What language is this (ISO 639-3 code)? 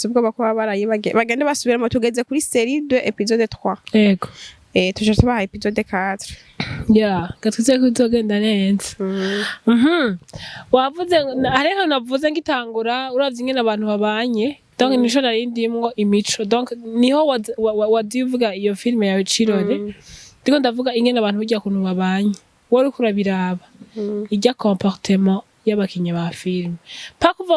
run